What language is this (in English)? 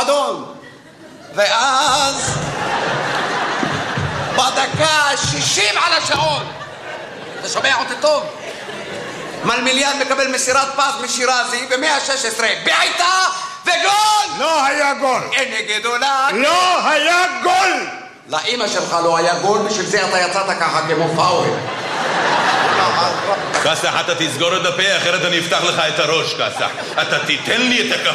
Hebrew